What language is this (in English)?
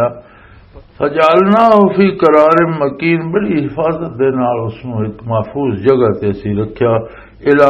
Western Panjabi